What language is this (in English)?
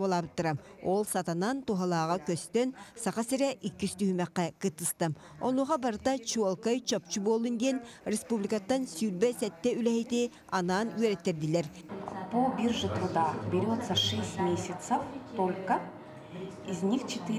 Yakut